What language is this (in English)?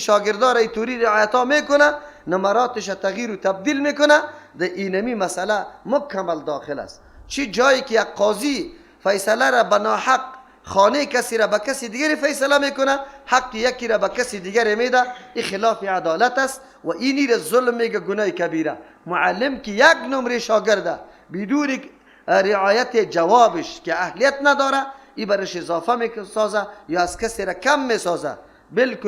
Persian